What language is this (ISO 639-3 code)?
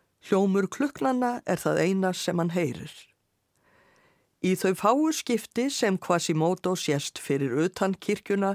isl